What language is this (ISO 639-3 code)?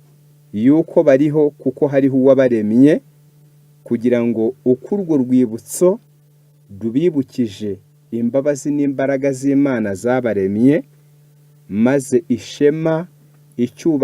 kin